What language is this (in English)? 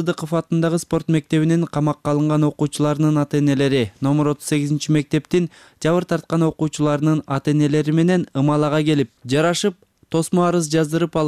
Kyrgyz